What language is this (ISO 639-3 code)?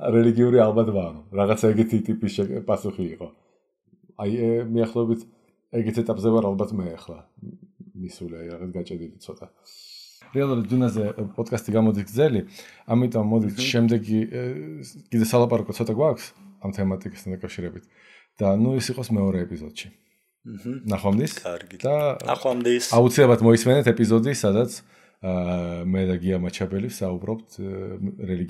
kat